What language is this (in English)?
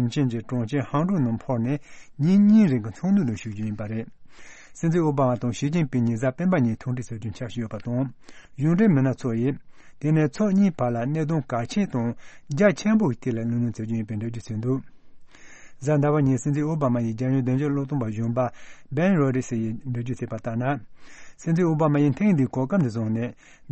Tibetan